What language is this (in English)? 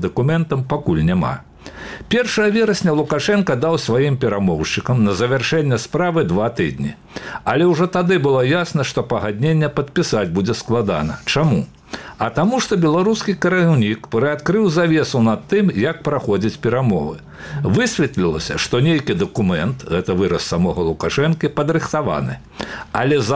Belarusian